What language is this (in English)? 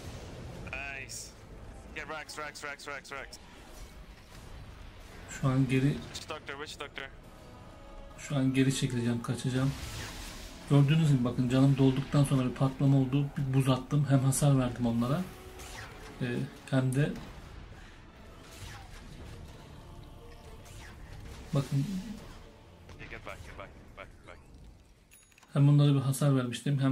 Turkish